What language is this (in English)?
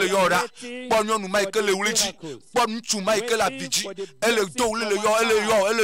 Ewe